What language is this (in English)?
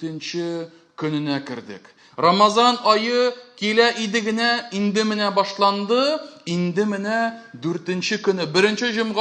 Tatar